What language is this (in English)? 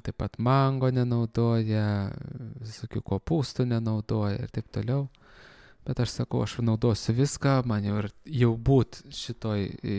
Lithuanian